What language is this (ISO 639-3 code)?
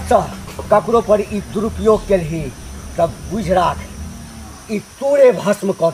mai